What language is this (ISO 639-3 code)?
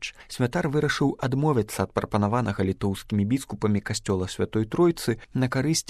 bel